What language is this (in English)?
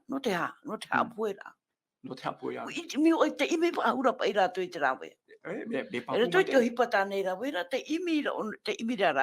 Tahitian